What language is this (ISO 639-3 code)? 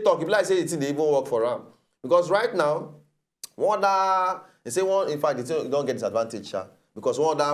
pcm